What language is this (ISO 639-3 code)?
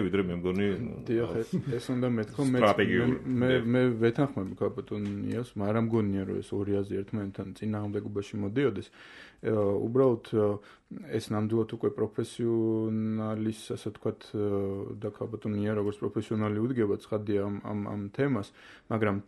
kat